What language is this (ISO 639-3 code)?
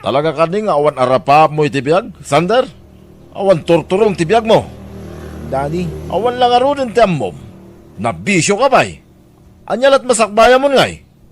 ilo